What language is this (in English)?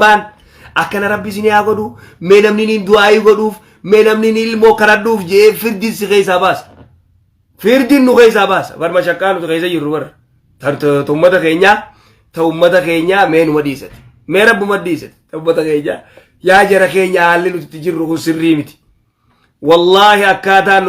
Oromo